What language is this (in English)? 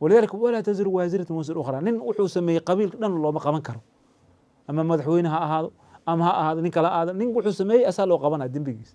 Somali